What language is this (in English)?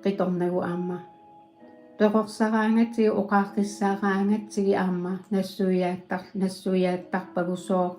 Kalaallisut